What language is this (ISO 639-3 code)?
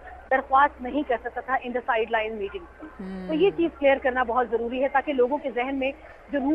urd